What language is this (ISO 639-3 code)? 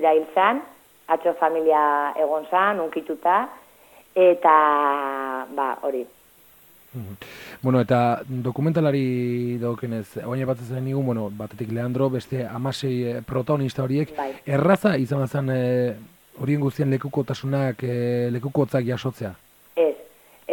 eus